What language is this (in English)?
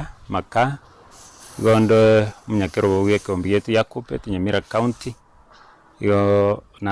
Gusii